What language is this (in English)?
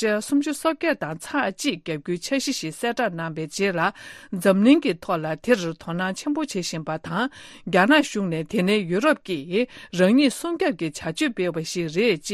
Tibetan